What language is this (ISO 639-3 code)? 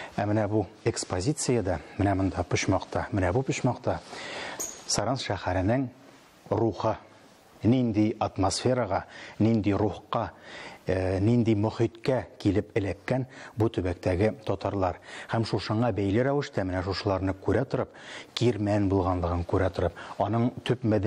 tat